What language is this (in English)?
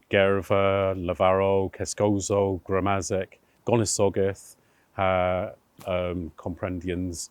Cornish